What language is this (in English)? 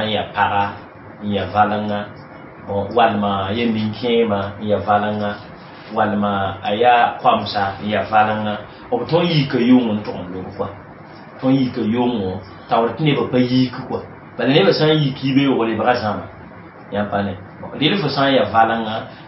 Mossi